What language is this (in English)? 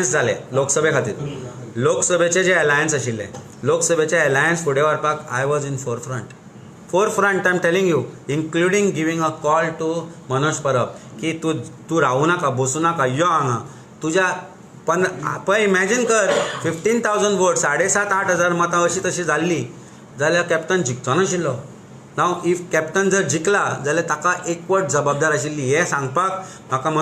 Konkani